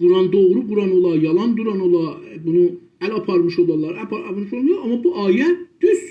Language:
South Azerbaijani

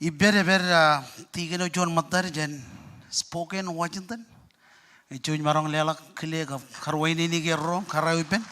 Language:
Marshallese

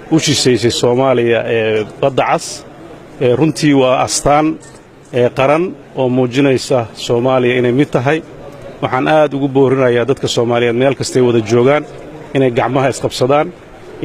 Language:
Somali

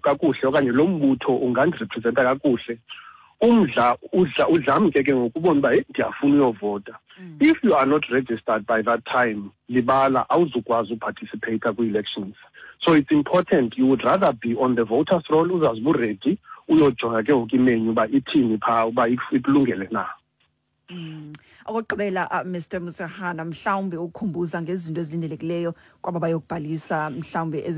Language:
Xhosa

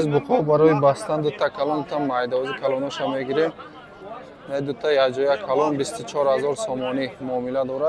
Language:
Tajik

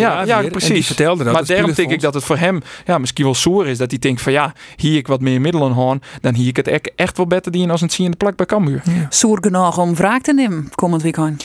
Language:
Western Frisian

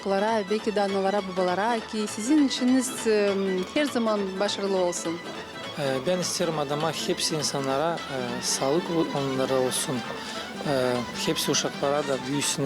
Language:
Gagauz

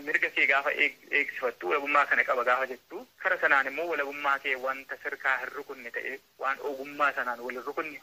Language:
Oromo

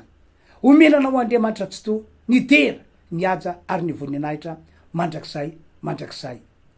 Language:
Malagasy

